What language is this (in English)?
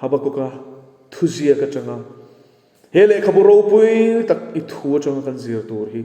Mizo